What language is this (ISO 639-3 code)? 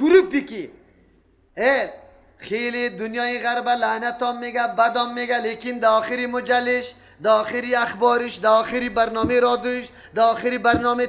fas